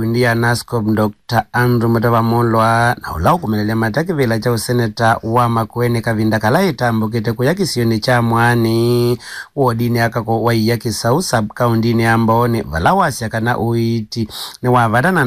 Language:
Kamba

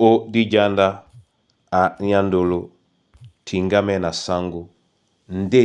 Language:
Duala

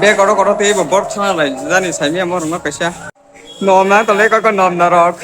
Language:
Kok Borok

